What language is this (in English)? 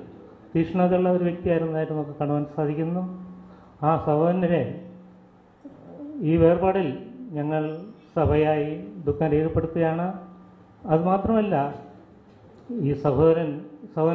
Malayalam